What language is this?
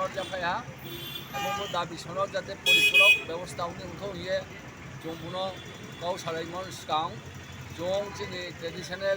Riang (India)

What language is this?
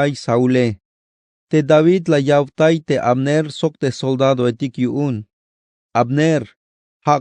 Tzeltal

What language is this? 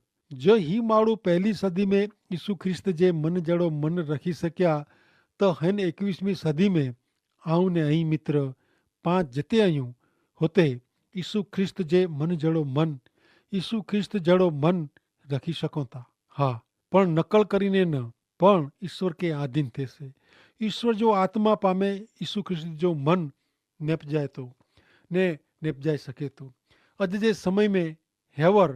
Kachhi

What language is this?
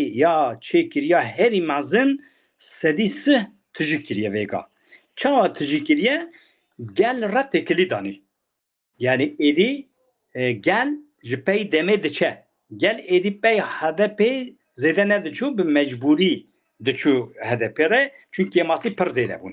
Kurdish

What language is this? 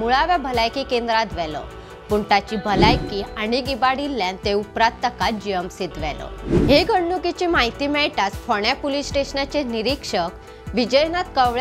Konkani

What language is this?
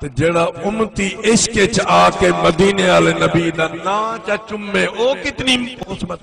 Saraiki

